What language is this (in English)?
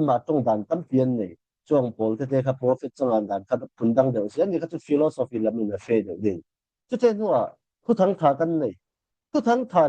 Falam Chin